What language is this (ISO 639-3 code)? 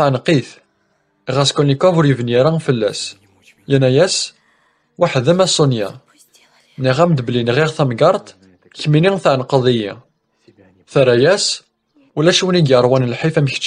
kab